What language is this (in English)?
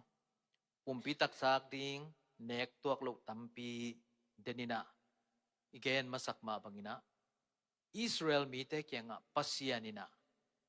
Tedim Chin